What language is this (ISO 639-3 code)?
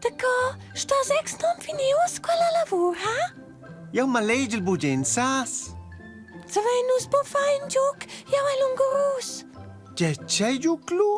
roh